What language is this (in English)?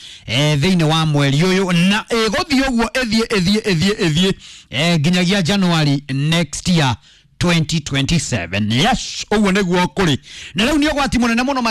Kikuyu